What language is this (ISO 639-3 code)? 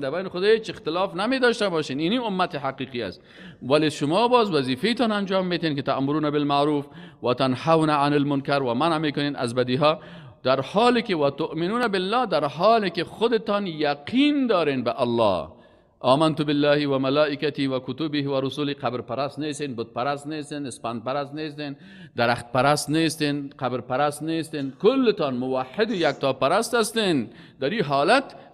fas